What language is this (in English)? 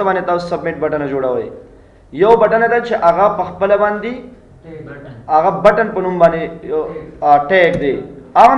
Pashto